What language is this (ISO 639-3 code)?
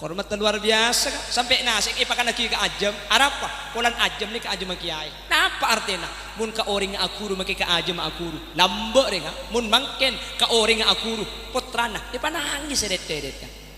mad